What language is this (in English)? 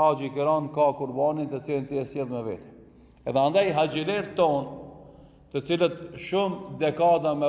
Albanian